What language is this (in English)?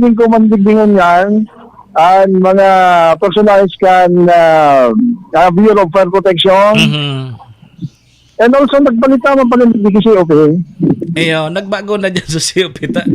Bikol